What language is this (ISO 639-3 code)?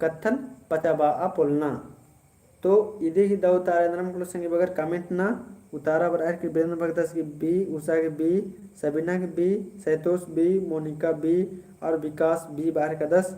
kru